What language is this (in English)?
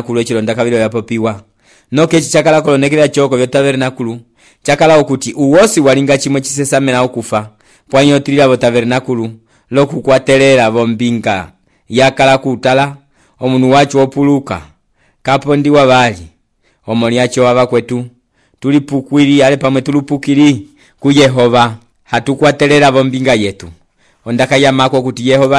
Umbundu